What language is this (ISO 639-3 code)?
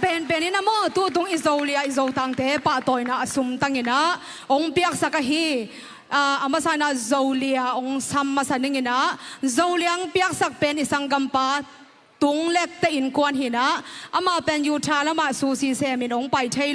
ctd